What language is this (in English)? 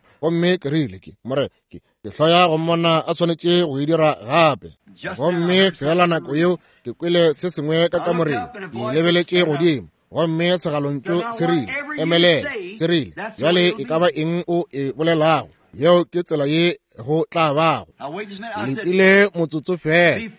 Northern Sotho